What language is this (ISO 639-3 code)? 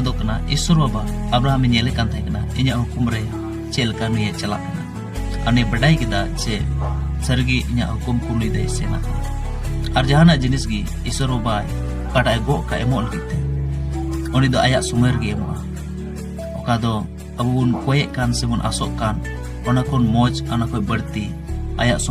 sat